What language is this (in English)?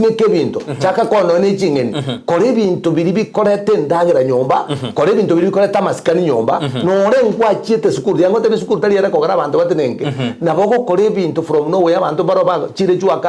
Gusii